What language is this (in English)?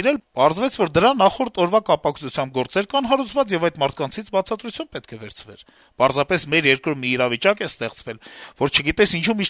Armenian